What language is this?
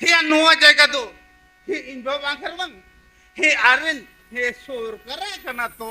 Santali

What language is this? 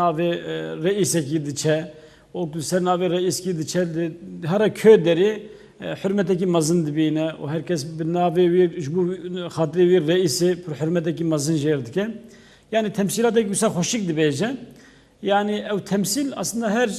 Kurdish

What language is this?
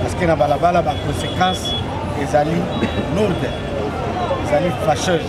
Lingala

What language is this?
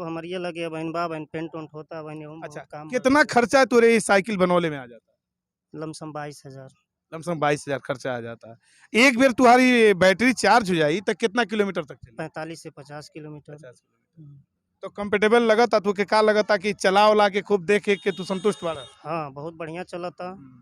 Bhojpuri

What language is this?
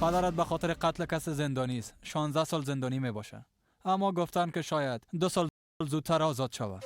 Persian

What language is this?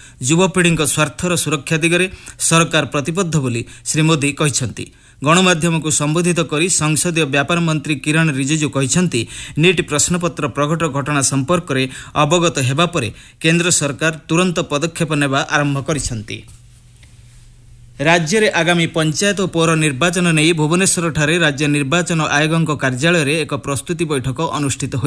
Odia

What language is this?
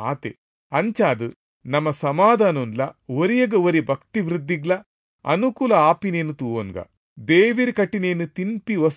Tulu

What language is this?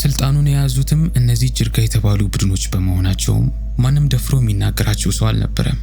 Amharic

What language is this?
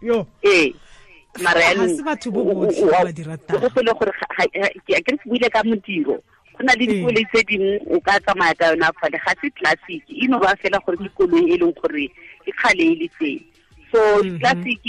Tswana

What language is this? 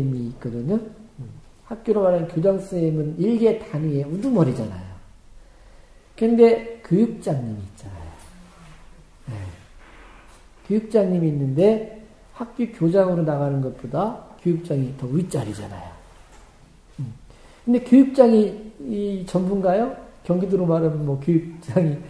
Korean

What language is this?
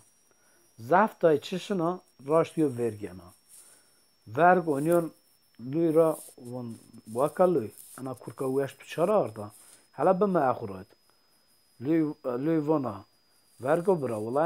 Zaza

